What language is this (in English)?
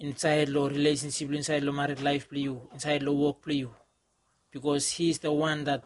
Bislama